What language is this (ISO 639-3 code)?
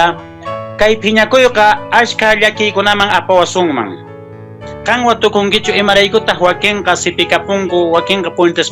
que